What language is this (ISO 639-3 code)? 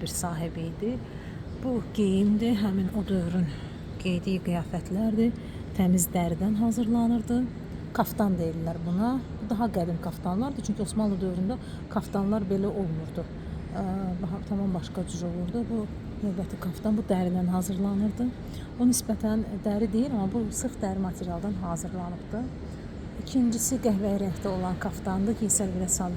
aze